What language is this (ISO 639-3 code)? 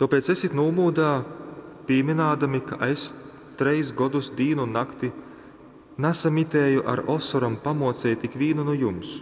ltg